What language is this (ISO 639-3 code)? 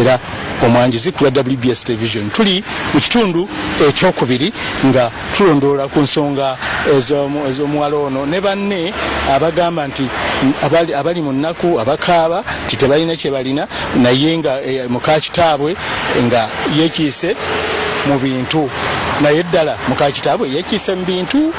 lug